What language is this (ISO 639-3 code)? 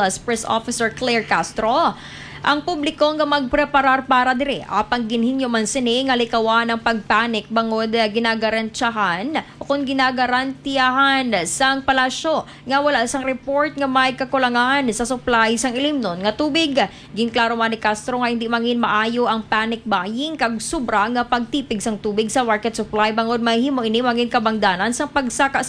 hil